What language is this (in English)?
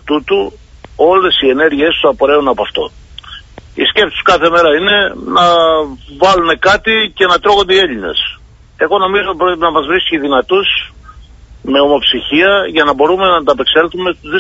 Greek